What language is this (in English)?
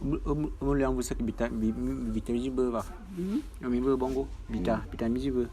Bulu